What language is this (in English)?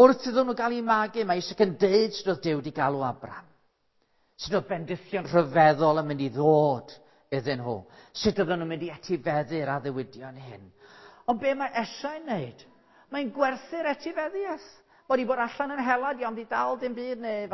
Welsh